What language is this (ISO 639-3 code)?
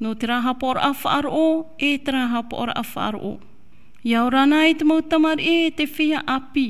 tah